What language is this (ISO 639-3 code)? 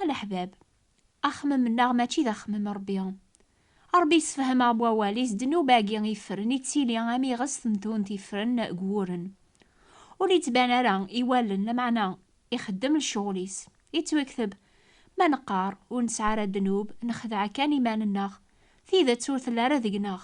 kab